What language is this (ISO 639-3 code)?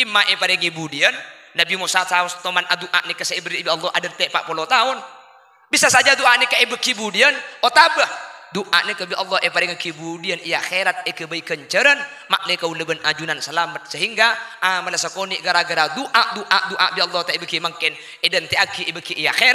mad